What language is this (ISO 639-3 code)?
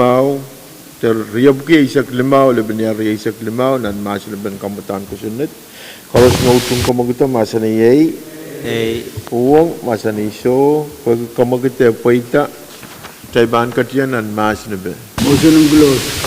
pon